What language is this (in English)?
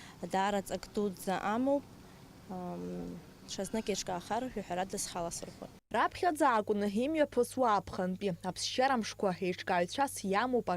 Abkhazian